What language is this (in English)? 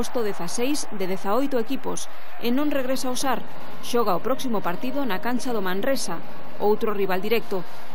Galician